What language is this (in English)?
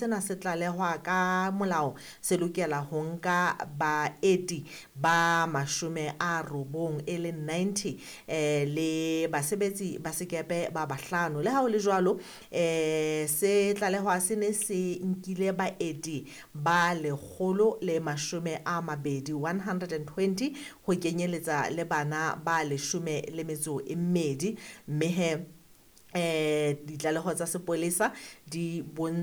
Southern Sotho